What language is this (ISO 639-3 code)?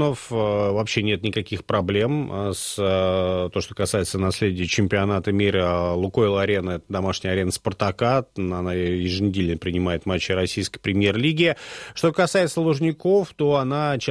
rus